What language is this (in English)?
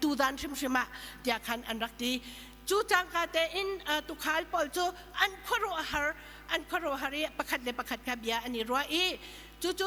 Hakha Chin